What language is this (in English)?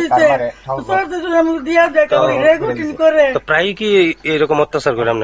Bangla